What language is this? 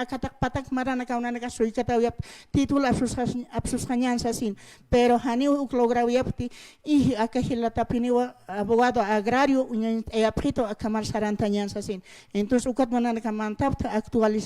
Aymara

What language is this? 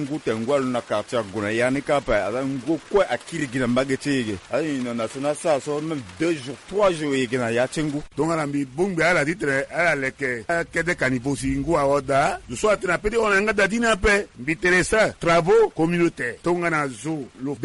Sango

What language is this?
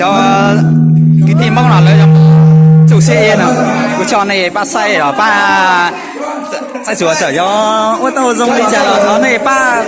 Hmong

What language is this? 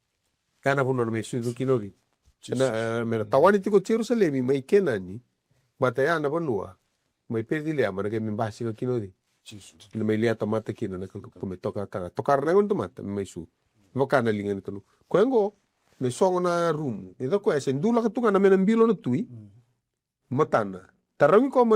Fijian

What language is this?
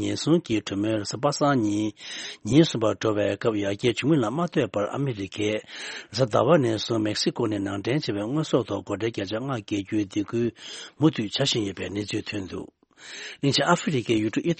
Tibetan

